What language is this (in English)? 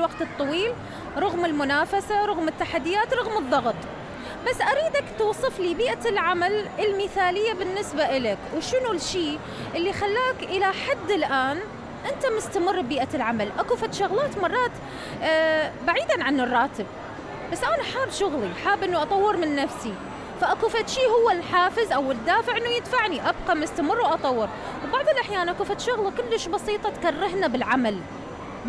Mesopotamian Arabic